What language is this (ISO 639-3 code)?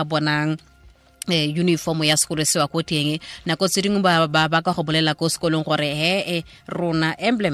sot